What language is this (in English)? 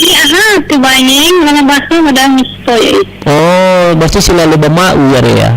Nias